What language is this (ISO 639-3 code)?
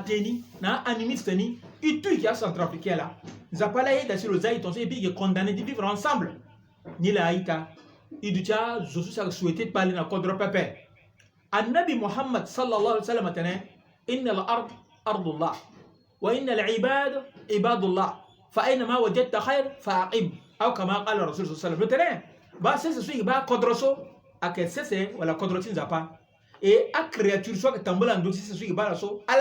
sag